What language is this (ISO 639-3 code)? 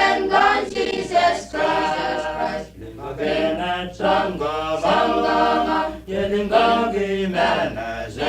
pon